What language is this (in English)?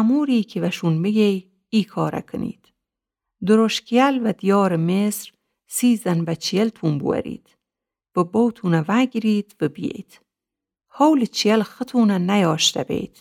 Gilaki